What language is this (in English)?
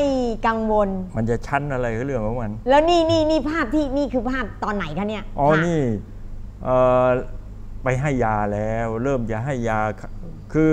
Thai